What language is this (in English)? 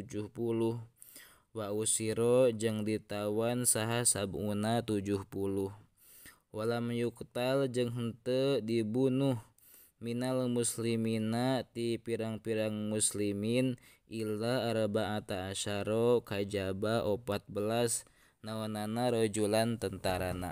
Sundanese